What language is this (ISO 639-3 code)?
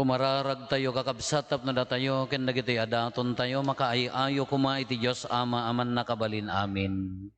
ilo